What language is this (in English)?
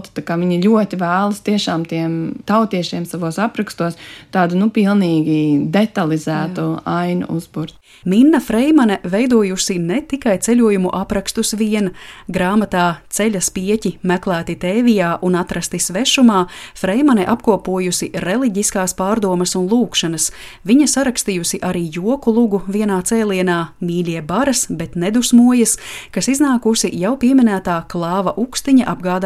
Latvian